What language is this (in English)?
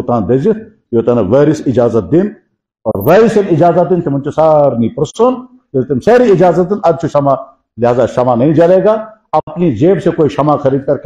Kashmiri